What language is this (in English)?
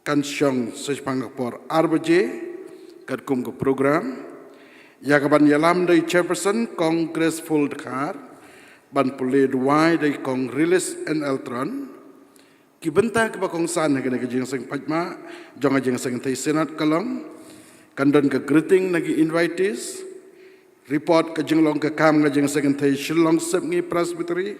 Khasi